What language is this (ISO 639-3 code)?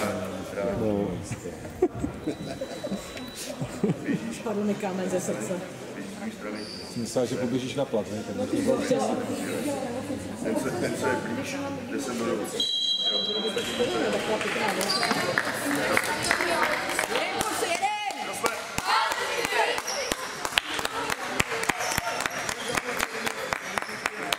ces